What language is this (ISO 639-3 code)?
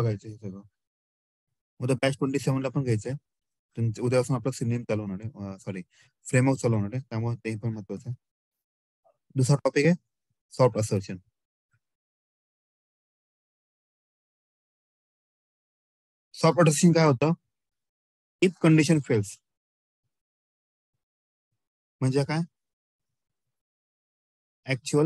mar